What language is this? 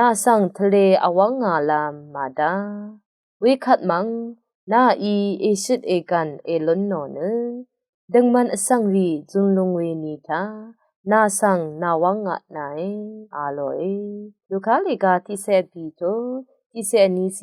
Rawang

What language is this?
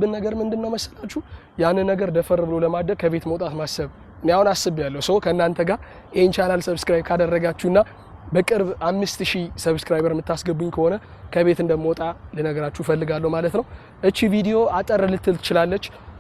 Amharic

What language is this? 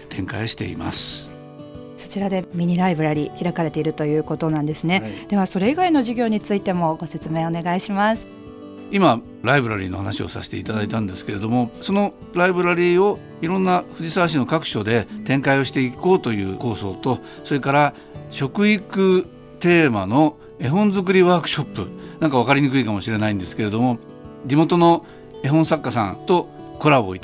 Japanese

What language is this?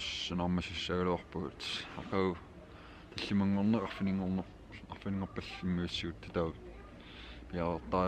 Kalaallisut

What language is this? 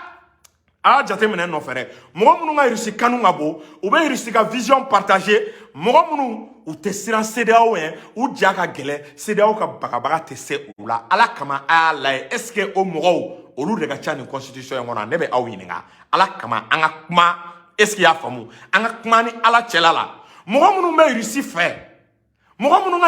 Bambara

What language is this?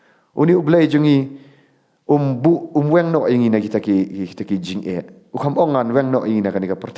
Khasi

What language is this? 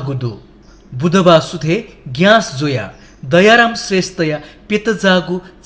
Newari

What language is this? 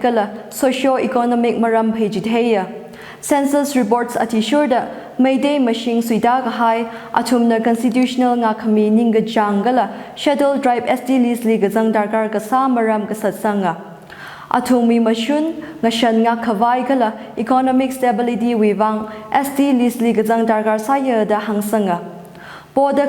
Tangkhul Naga (India)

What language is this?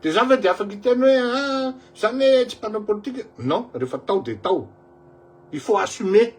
Malagasy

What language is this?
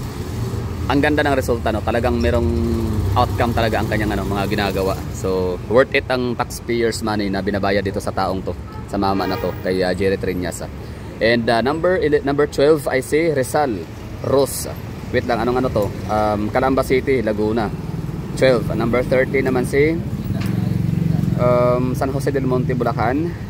Filipino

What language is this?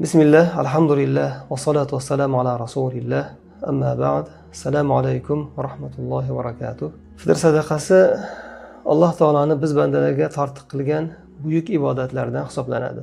Uzbek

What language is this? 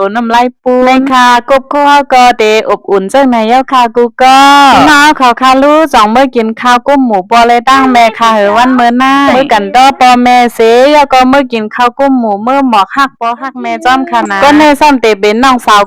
Shan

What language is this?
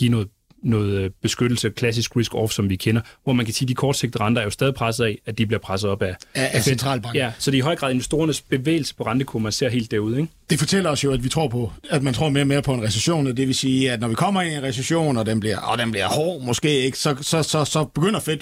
Danish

